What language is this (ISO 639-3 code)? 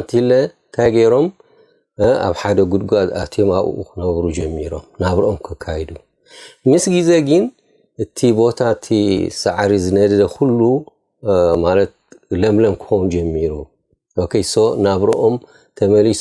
tir